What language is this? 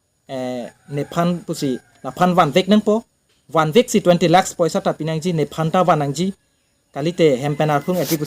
Karbi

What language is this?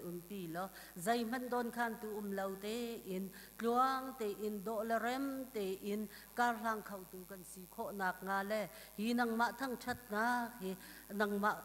Hakha Chin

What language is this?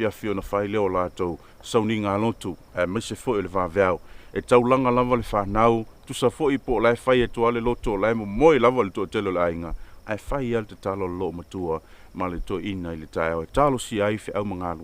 Samoan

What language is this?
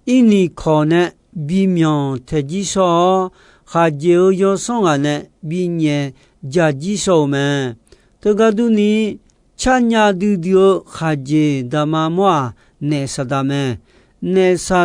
Akha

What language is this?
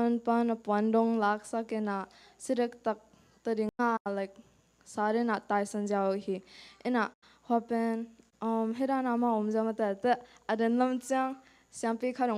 Tedim Chin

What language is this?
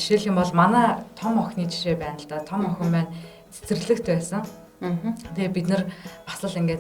Mongolian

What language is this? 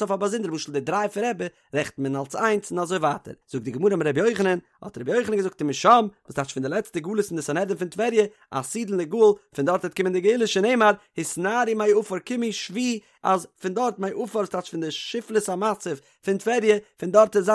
Yiddish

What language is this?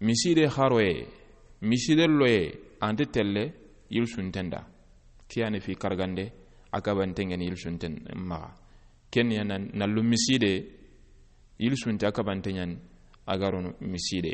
Soninke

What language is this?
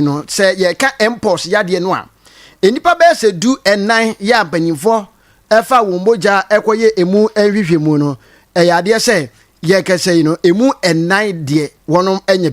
Akan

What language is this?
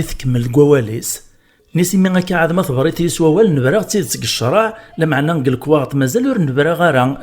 Kabyle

